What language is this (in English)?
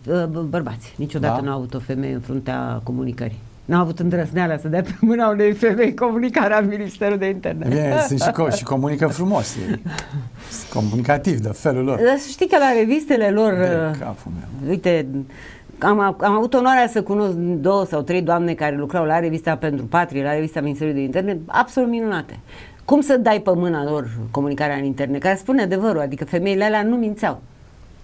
Romanian